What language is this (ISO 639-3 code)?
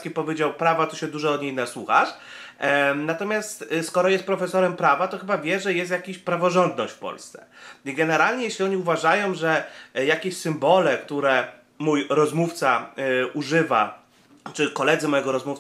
pol